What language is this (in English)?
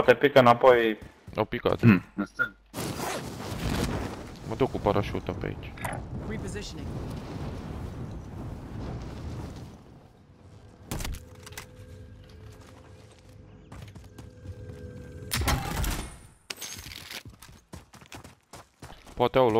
Romanian